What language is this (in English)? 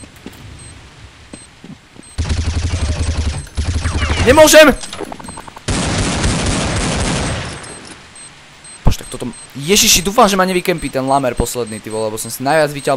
Slovak